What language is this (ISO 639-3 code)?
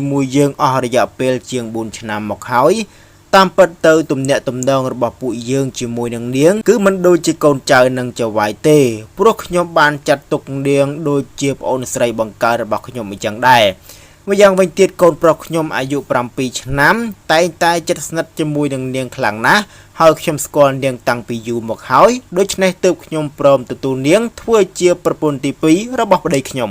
khm